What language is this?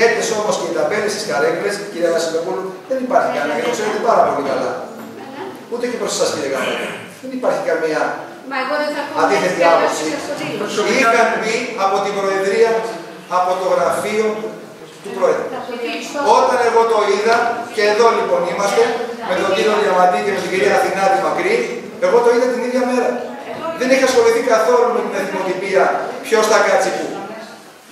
Greek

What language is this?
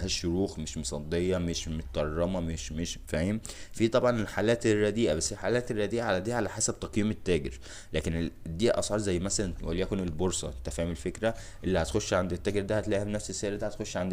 Egyptian Arabic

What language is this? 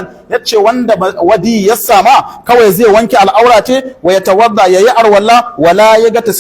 Hausa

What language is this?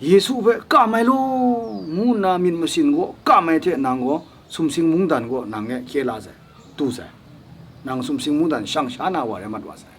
Kachin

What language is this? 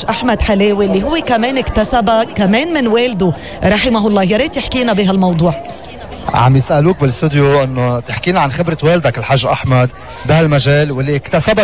North Levantine Arabic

